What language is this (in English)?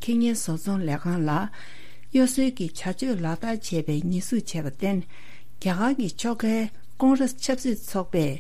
Tibetan